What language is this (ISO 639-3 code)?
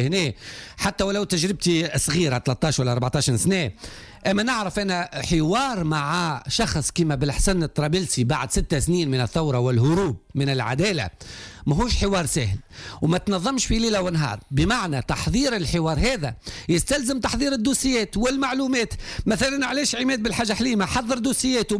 aeb